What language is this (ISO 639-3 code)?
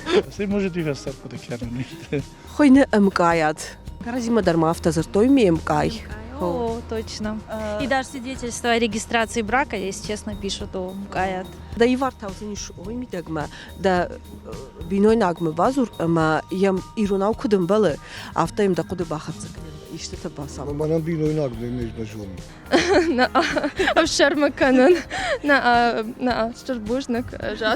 oss